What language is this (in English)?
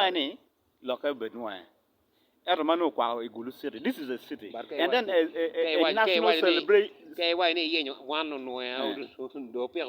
Acoli